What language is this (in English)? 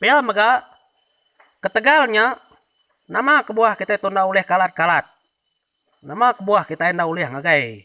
Iban